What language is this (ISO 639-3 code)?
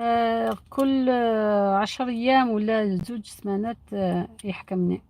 arq